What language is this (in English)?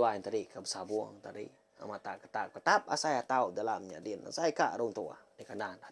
Iban